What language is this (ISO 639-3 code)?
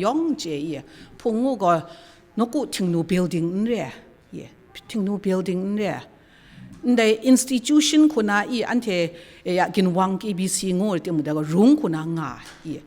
kac